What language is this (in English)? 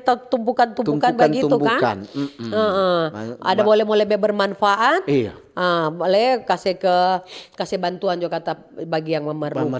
Manado Malay